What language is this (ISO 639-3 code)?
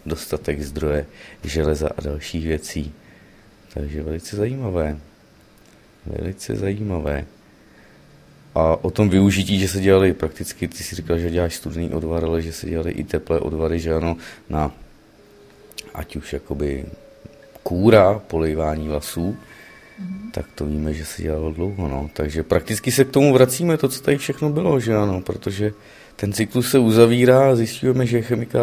ces